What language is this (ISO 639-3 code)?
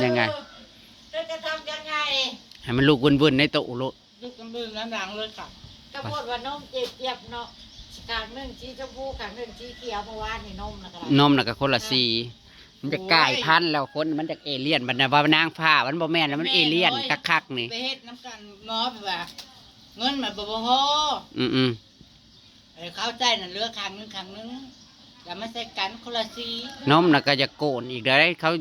tts